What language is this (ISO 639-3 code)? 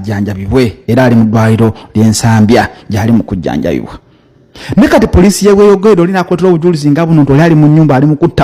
lug